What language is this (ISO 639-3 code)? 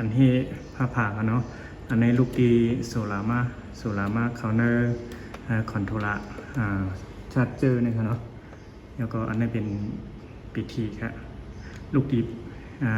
shn